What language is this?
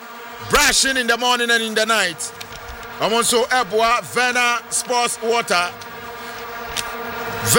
English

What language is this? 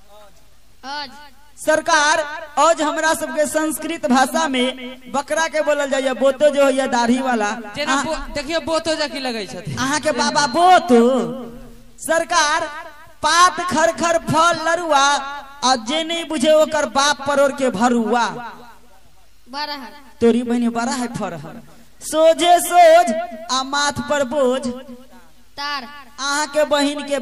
Maithili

